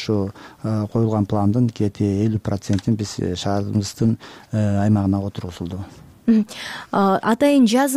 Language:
Kyrgyz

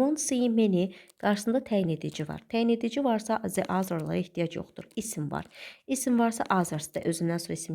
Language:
Azerbaijani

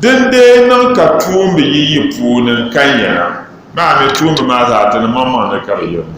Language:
Dagbani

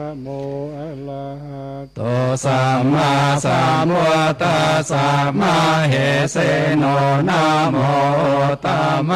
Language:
Pali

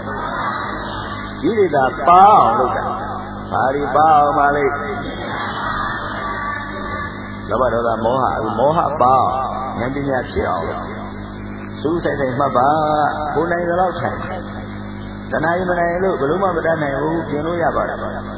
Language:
Burmese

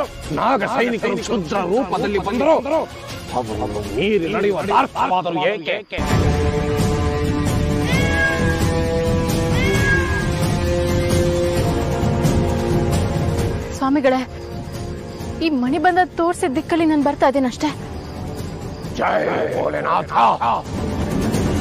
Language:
Kannada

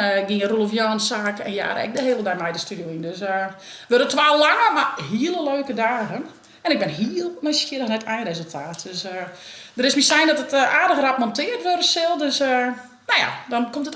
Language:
Western Frisian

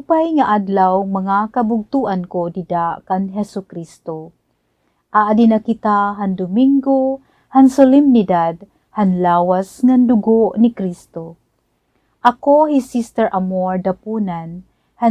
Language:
Waray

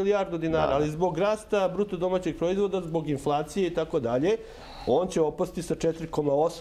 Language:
Serbian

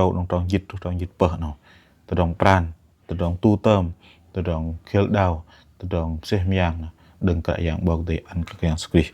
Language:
Bahnar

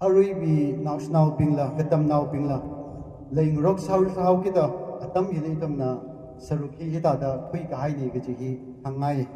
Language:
Tangkhul Naga (India)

